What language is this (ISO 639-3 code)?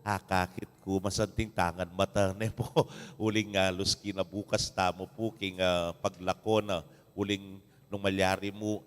pam